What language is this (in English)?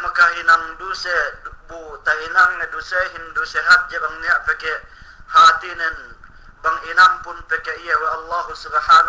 Yakan